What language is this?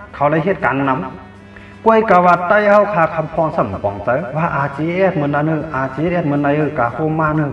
Shan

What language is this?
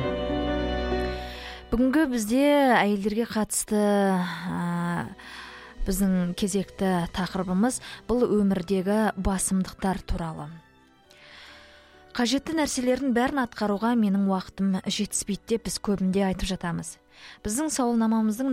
Kazakh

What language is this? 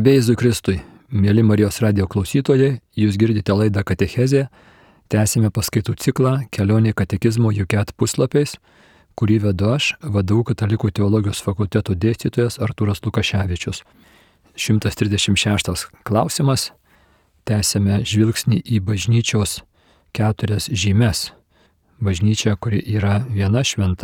Lithuanian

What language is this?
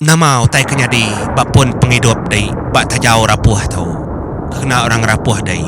Iban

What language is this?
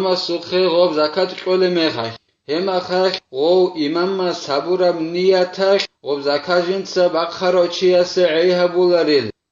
Avaric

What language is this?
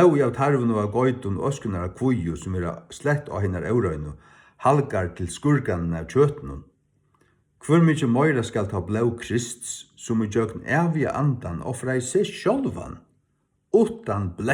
Faroese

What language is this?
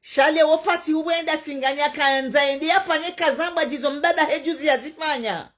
Ngazidja Comorian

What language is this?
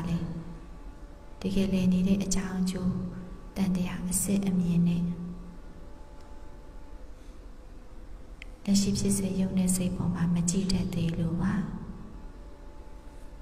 Burmese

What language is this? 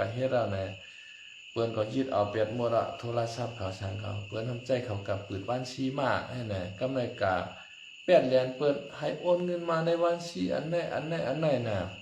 Shan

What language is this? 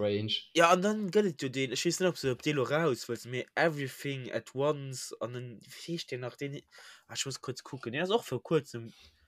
Luxembourgish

